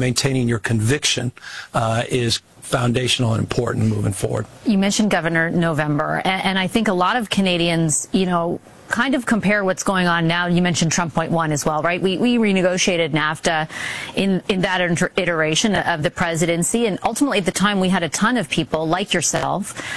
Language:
English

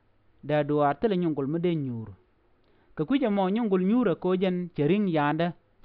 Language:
Nuer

